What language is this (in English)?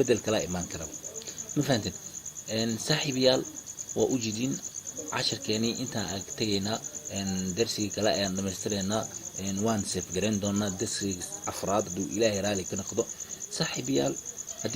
Somali